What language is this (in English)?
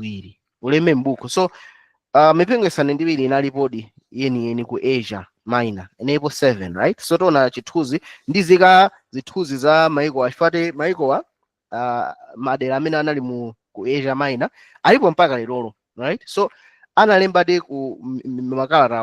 Nyanja